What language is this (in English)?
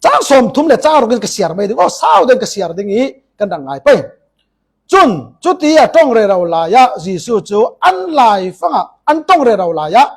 Falam Chin